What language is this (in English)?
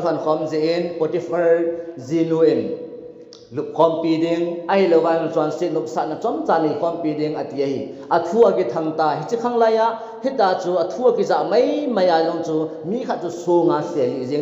Thado Chin